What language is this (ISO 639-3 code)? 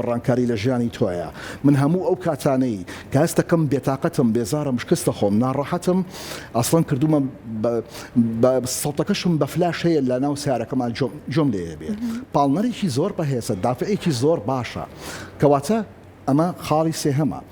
ckb